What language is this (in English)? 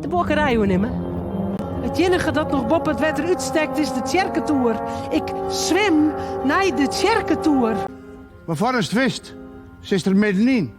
Western Frisian